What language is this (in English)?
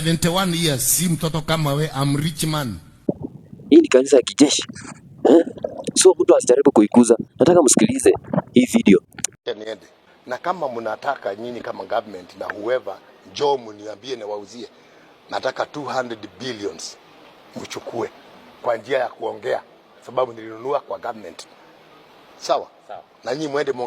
Swahili